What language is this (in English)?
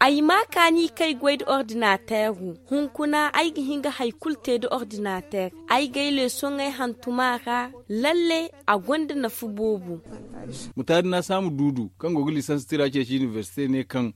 Zarma